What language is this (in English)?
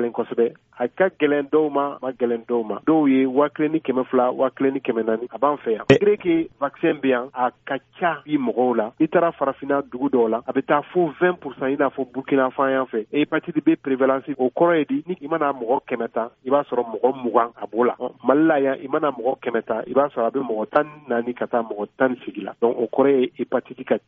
Bambara